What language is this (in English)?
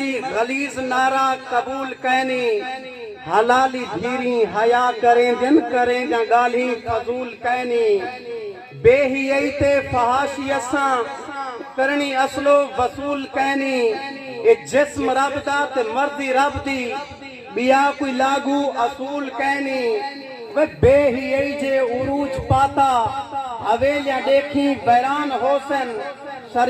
Saraiki